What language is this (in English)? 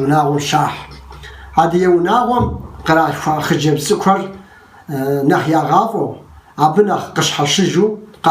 Kabardian